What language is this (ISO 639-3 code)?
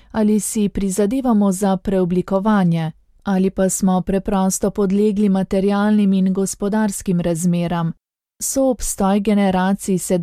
slv